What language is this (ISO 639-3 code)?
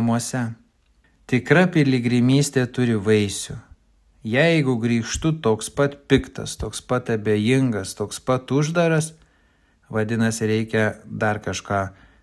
lit